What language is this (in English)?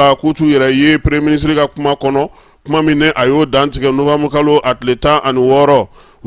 Bambara